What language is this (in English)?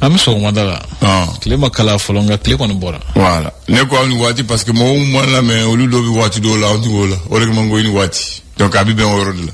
Bambara